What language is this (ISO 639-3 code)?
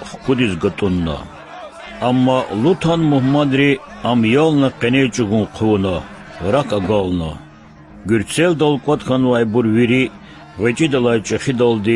lez